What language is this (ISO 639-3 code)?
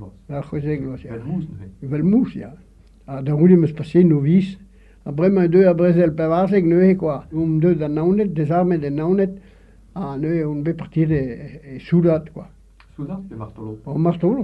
bre